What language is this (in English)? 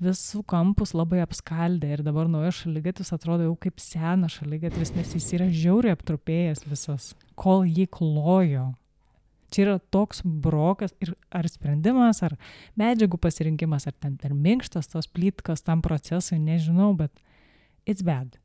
Lithuanian